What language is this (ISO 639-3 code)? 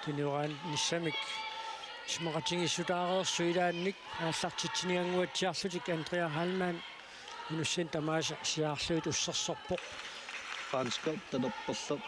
kal